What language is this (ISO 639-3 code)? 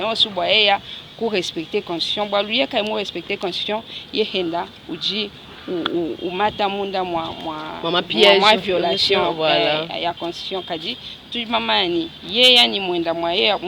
lua